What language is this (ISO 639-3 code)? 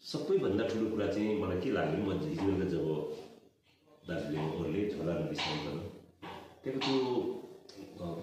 nep